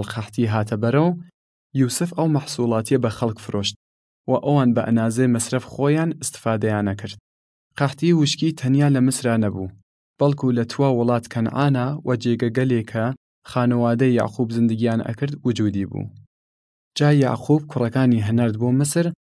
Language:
Southern Kurdish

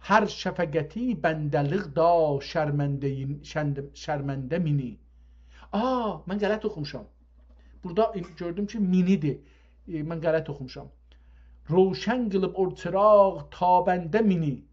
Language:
South Azerbaijani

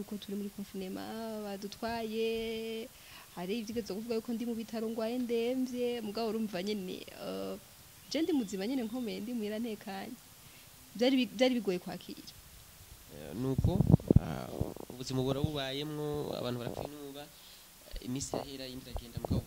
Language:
Rundi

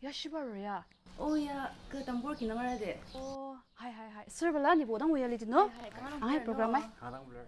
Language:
Ao Naga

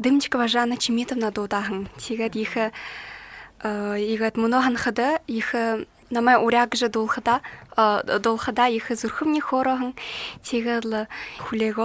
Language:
Buriat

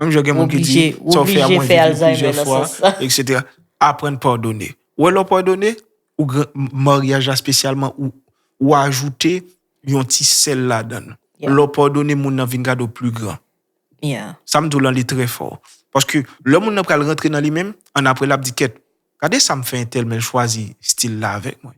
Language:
Haitian Creole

